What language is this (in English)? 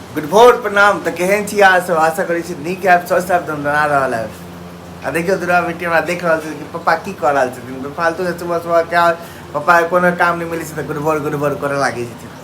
Maithili